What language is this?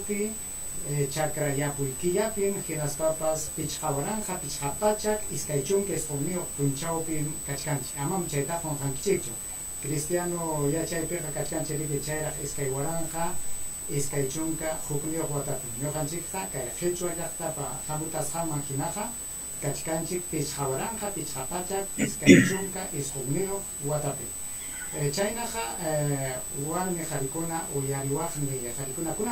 Ayacucho Quechua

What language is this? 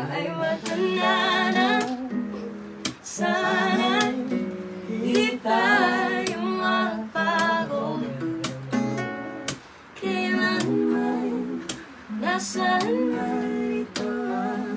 Filipino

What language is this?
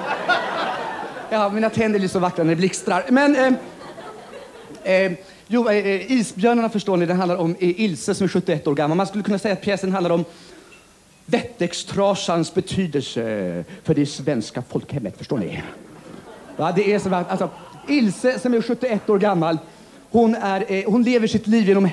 Swedish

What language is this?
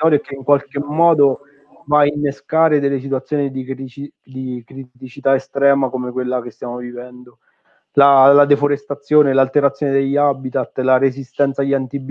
Italian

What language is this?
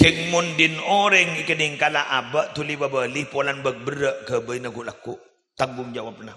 Madurese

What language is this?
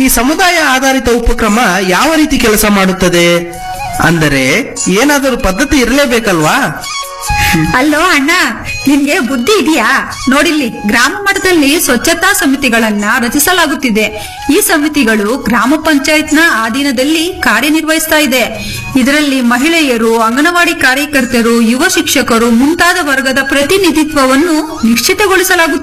Kannada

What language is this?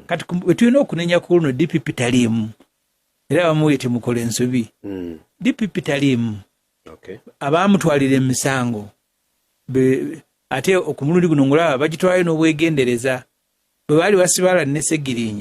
Ganda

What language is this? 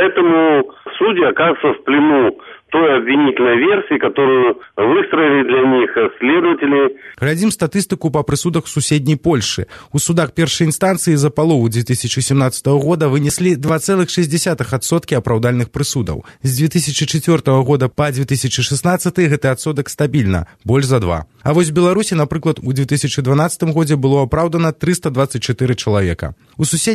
Belarusian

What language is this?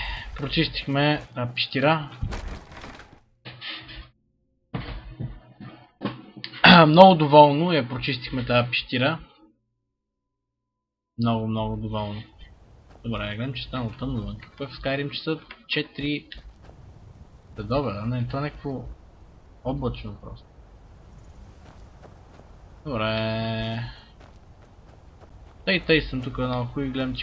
Bulgarian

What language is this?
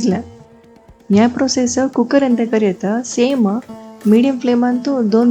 Konkani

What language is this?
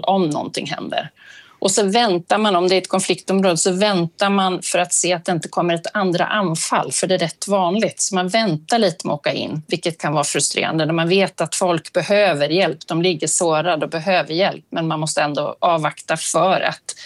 Swedish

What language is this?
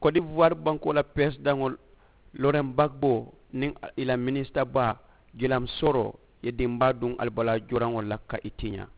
Mandingo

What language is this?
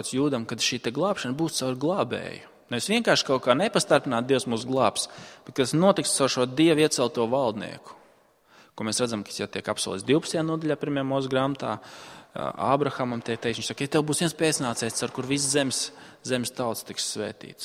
Latvian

